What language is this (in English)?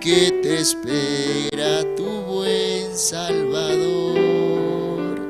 Aymara